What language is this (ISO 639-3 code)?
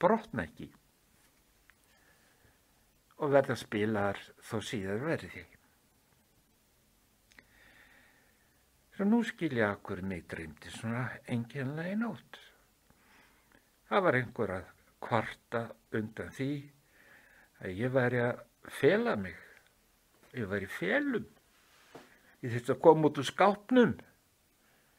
isl